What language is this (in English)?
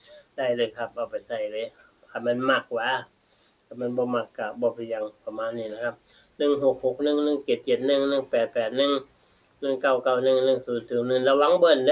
Northeastern Thai